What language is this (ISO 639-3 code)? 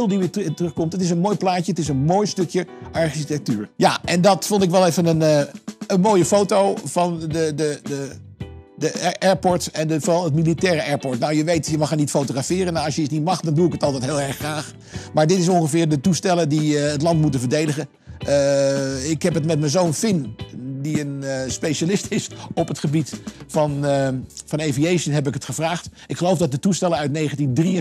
nld